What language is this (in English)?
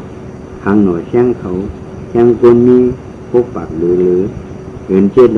Shan